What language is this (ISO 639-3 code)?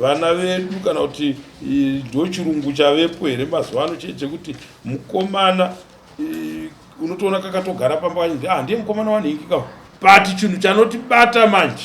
sna